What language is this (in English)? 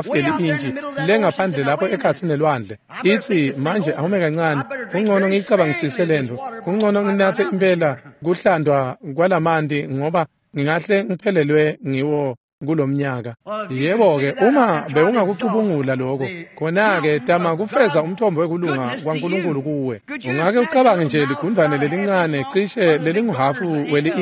Swati